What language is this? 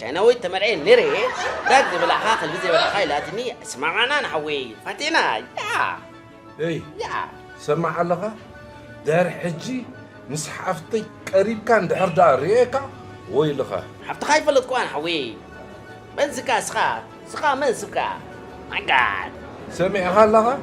Tigrinya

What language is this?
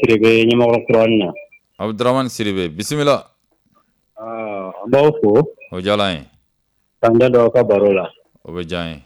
Bambara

